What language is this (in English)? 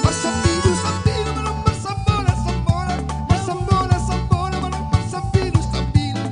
Batak Simalungun